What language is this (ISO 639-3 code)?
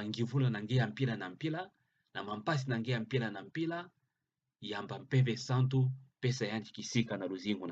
ktu